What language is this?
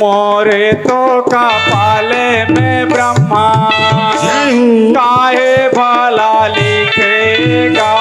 Chhattisgarhi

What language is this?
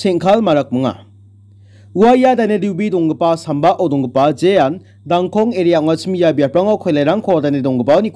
Garo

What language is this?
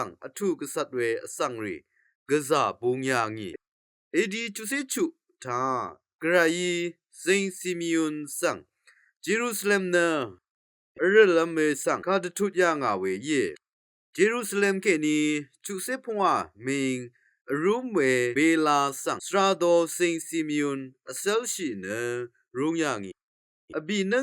Rawang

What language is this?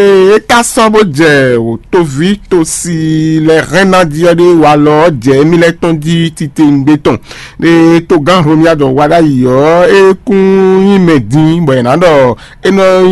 Fon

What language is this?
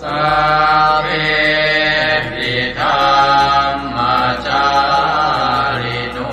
Pali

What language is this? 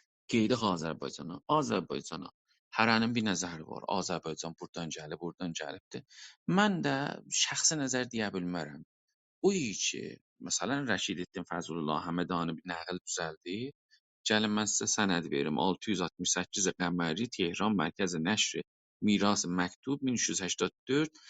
South Azerbaijani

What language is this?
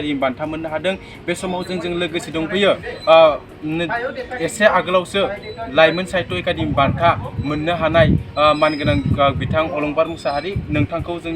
Bodo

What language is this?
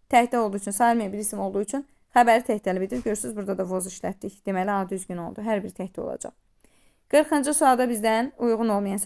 Azerbaijani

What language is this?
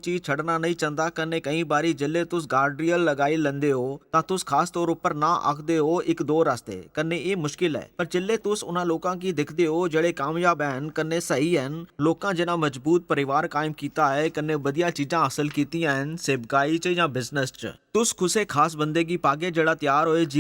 Dogri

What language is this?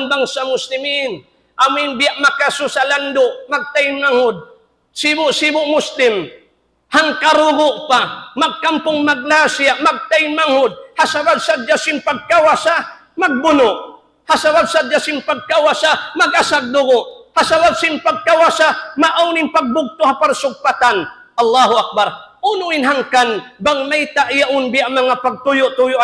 Tausug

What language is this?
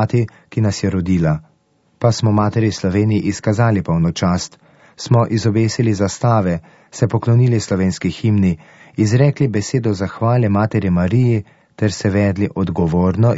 Slovenian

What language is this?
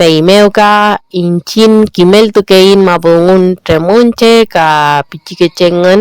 Mapuche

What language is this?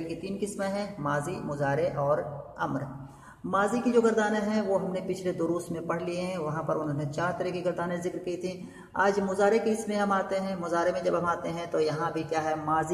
Urdu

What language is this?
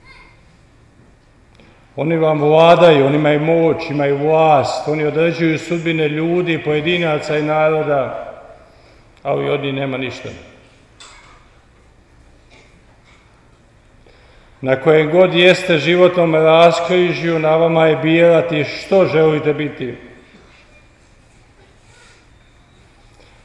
Croatian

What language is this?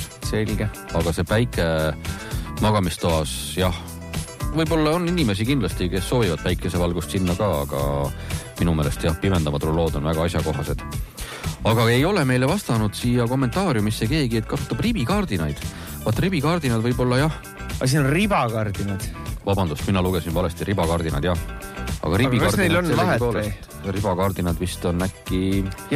Estonian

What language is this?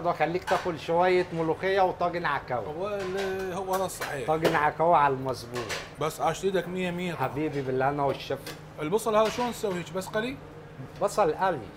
Mesopotamian Arabic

